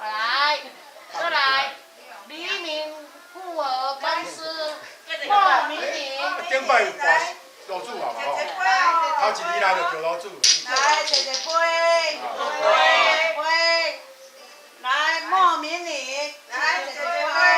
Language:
Min Nan Chinese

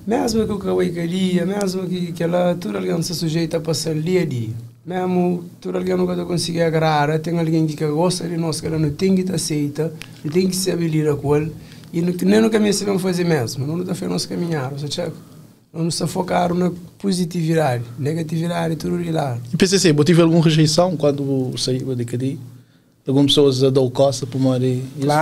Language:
Kabuverdianu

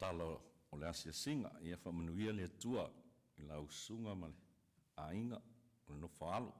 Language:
Samoan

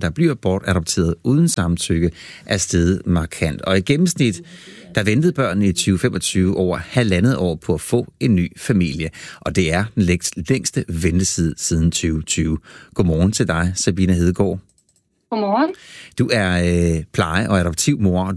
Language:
Danish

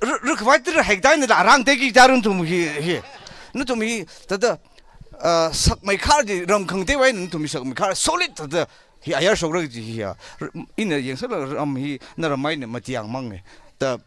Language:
Tangkhul Naga (India)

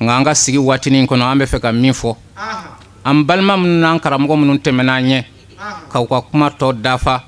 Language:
Bambara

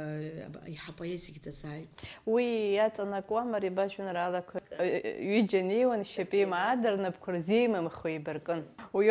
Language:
Abkhazian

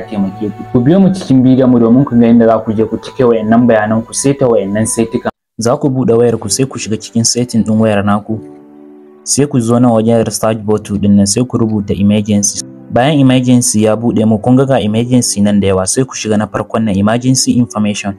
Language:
Hausa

